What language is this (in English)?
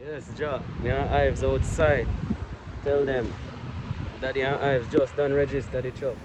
Jamaican Creole English